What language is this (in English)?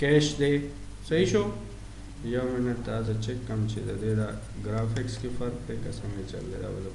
Pashto